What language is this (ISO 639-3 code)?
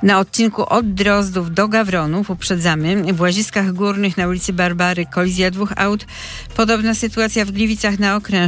pol